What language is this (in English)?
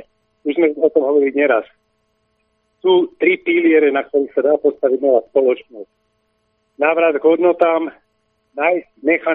Slovak